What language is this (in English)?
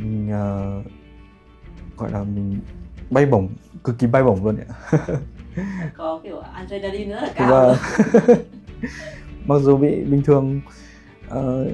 Vietnamese